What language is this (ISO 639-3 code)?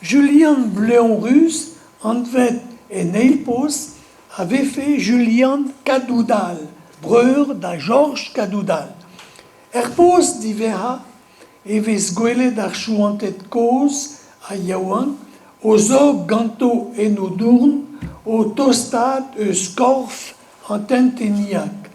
bre